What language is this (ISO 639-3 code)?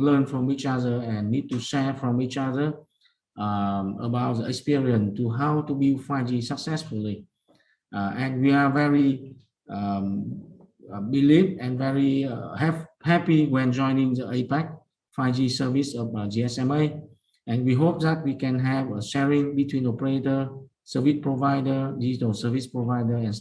eng